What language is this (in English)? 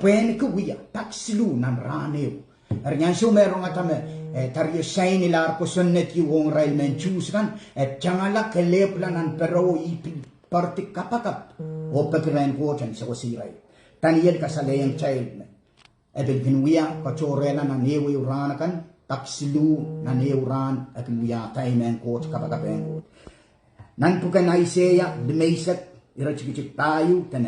Pohnpeian